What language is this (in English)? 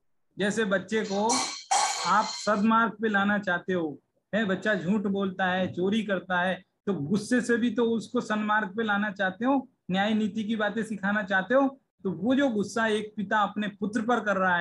Hindi